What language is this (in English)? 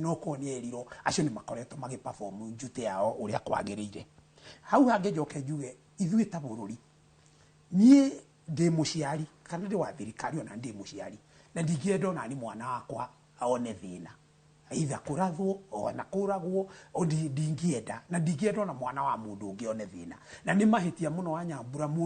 Kikuyu